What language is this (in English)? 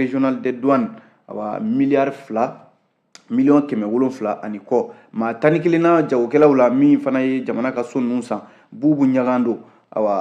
Bambara